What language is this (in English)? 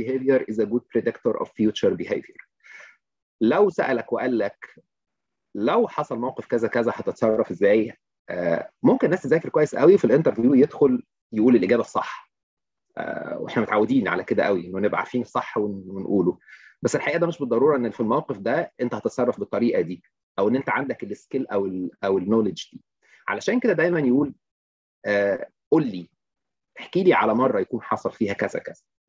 Egyptian Arabic